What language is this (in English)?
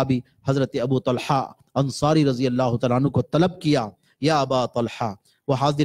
Urdu